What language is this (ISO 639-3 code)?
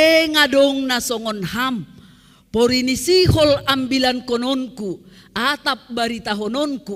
bts